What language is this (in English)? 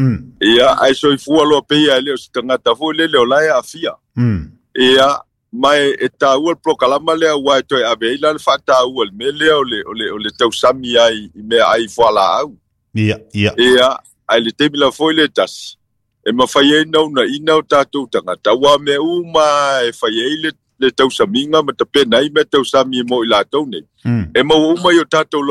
Samoan